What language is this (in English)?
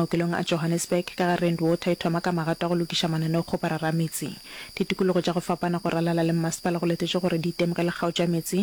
Northern Sotho